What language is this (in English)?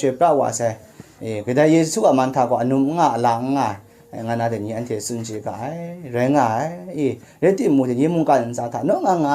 Kachin